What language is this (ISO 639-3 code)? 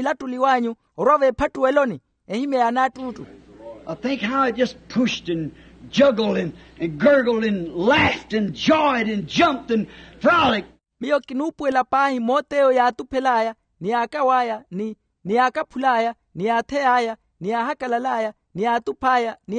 vmw